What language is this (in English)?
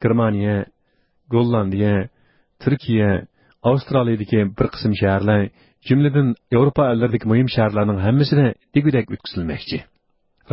Uyghur